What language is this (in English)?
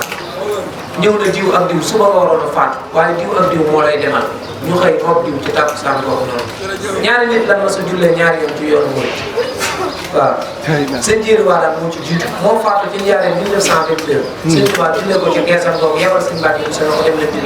Wolof